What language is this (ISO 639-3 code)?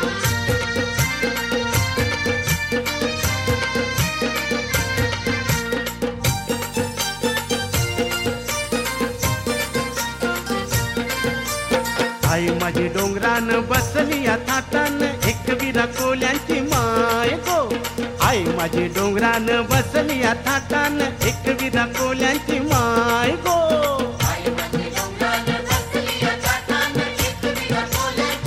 mar